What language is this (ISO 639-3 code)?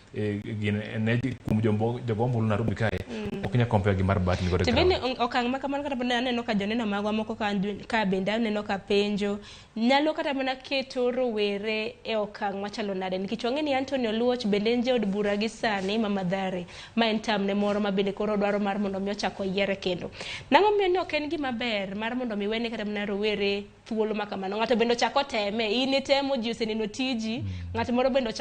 luo